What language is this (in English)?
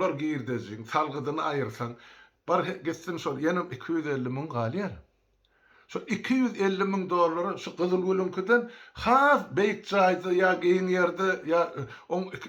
Turkmen